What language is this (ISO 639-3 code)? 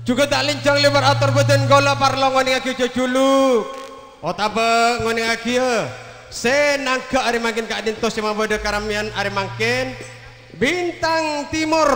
mad